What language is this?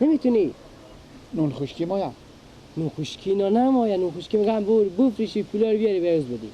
Persian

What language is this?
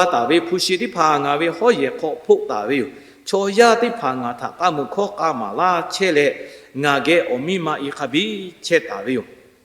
Lahu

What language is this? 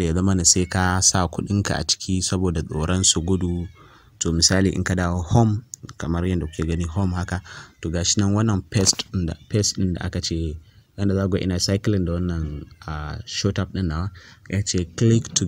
Hausa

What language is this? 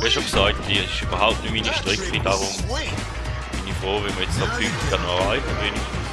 Swiss German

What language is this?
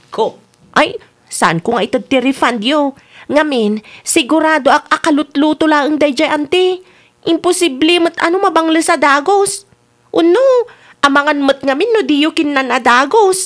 Iloko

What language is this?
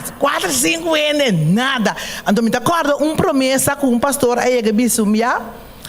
Papiamento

